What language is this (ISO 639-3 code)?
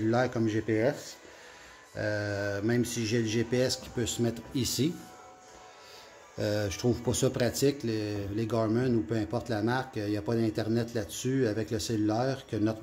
fra